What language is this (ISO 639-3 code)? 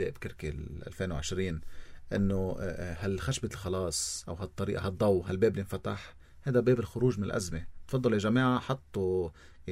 apc